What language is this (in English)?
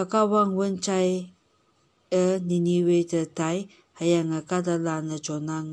Konyak Naga